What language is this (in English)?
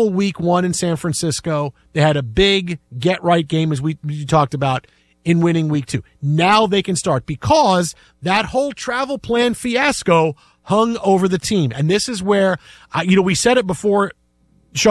English